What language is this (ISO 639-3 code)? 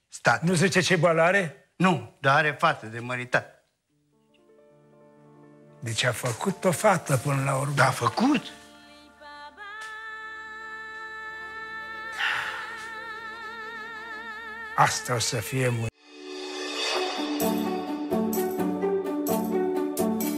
ron